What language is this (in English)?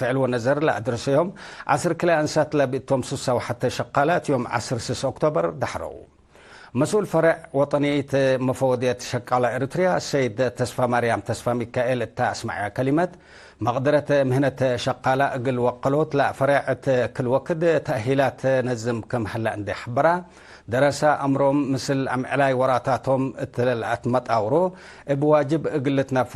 Tigre